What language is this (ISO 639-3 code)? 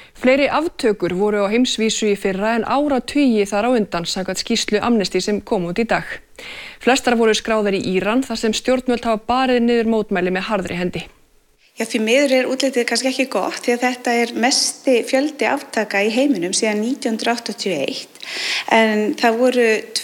isl